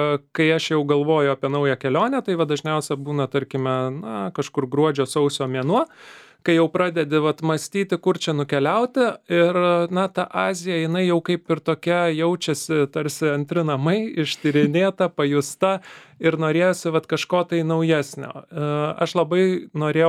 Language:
Lithuanian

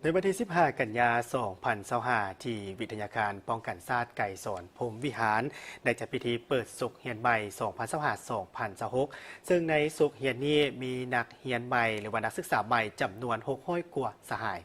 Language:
Lao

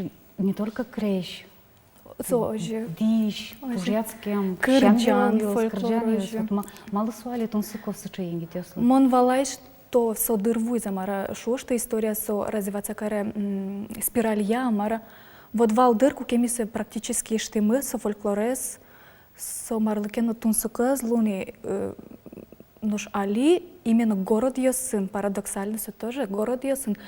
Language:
Udmurt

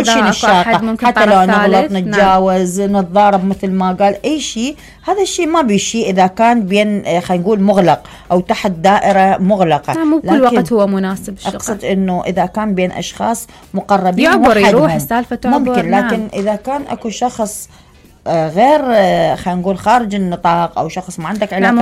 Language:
Mesopotamian Arabic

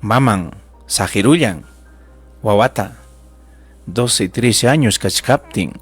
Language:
Ayacucho Quechua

